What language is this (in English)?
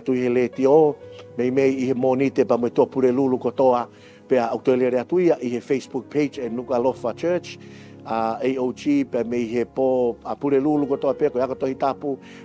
Tongan